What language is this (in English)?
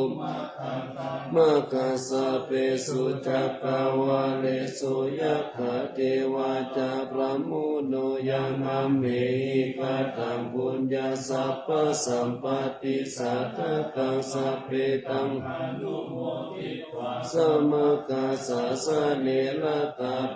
Pali